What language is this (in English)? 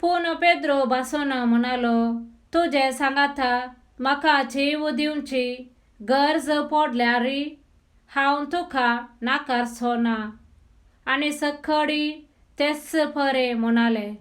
Konkani